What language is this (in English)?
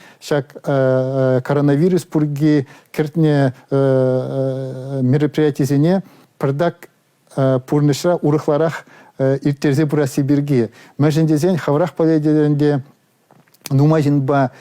Chuvash